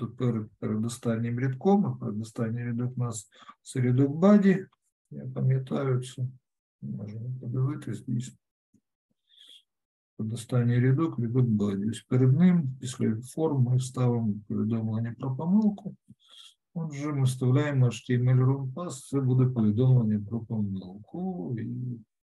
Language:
Ukrainian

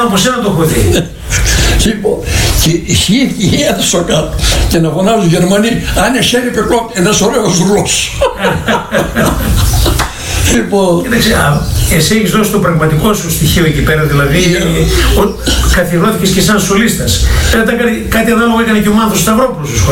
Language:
Greek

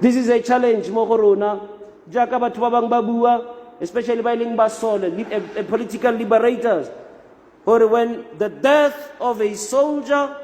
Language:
Tswana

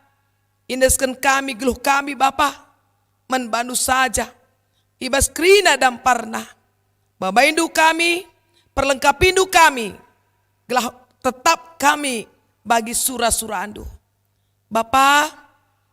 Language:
Batak Karo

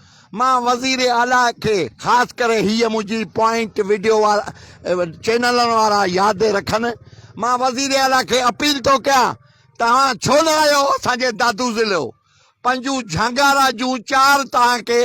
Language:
Sindhi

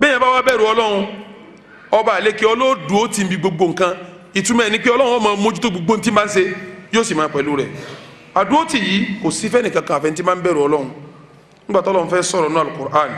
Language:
Yoruba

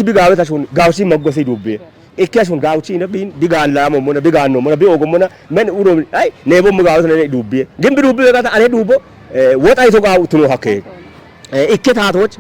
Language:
Kafa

